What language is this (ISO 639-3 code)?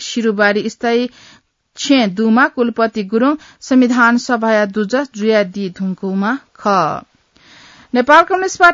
new